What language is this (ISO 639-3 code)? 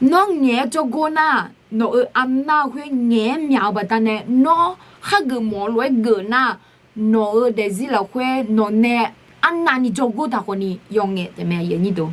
ahk